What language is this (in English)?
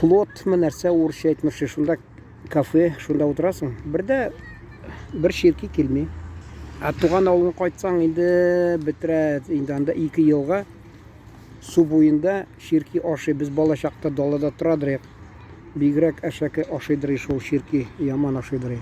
Tatar